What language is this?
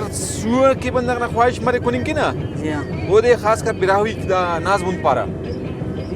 Brahui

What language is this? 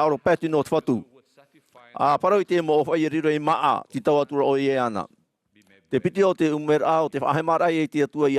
Tahitian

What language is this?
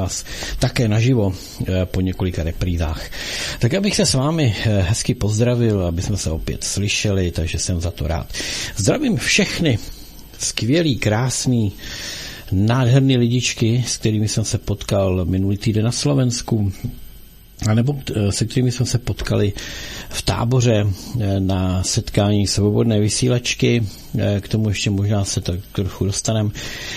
Czech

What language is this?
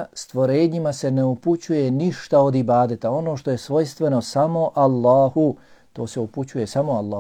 Bosnian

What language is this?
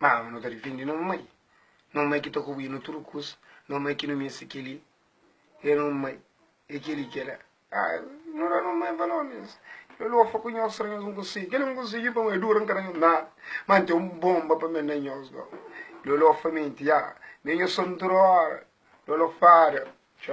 Kabuverdianu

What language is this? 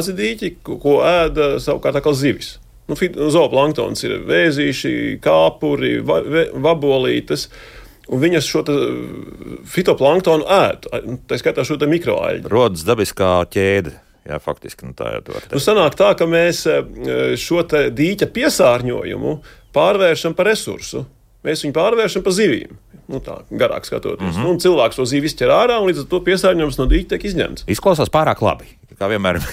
Latvian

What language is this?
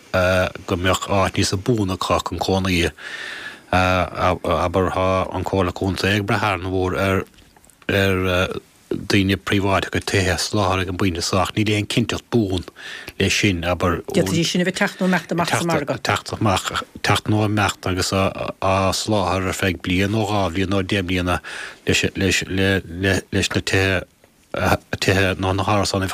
Irish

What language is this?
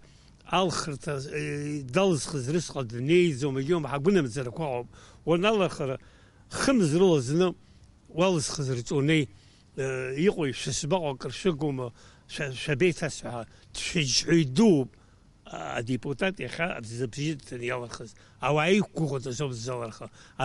Abkhazian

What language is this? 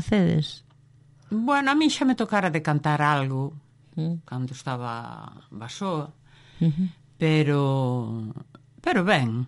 Galician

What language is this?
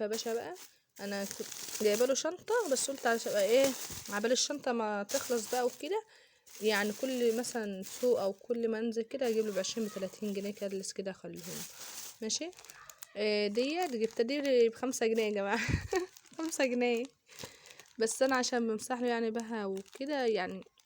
Egyptian Arabic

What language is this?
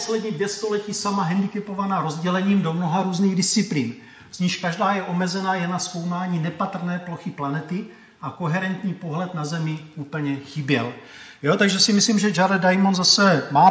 Czech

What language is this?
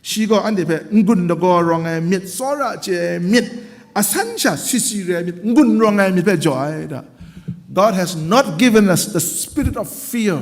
Kachin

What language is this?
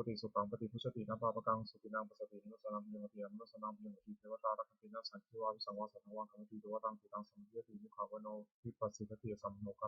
Pali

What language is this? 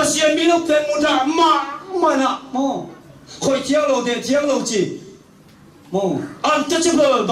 Tedim Chin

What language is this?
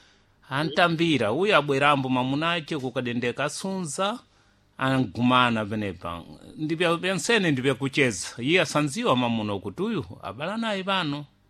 Sena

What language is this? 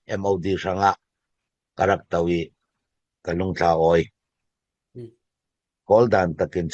Falam Chin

